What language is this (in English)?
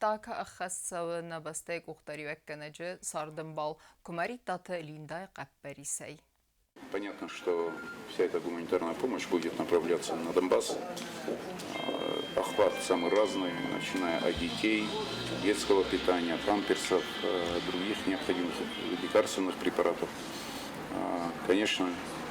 Ossetic